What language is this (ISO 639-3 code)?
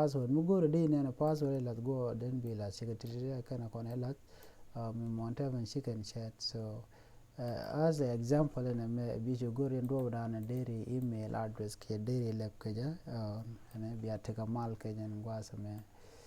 nus